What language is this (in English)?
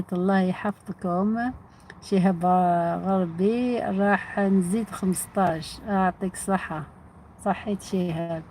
Algerian Arabic